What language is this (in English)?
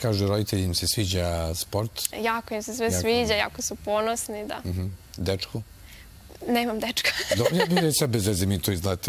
Serbian